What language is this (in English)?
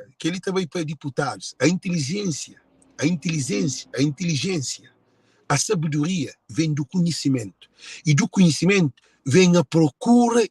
Kabuverdianu